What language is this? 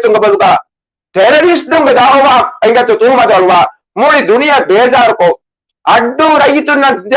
Divehi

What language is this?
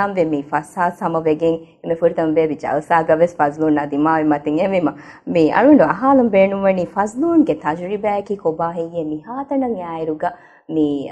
Divehi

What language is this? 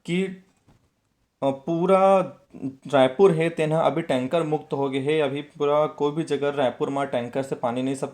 Chhattisgarhi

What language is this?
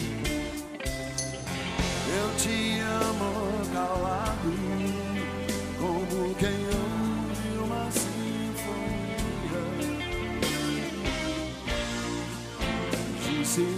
Portuguese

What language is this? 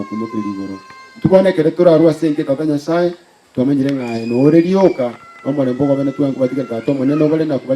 Gusii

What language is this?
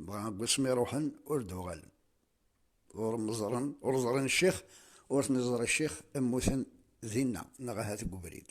Kabyle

